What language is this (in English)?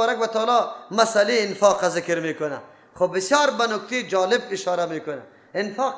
Persian